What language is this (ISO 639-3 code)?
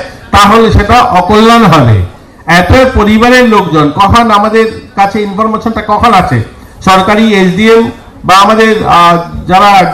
ben